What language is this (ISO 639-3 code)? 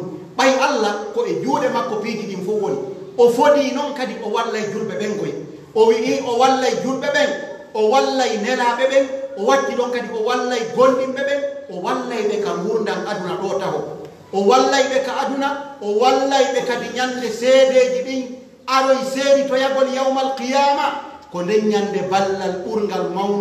fuf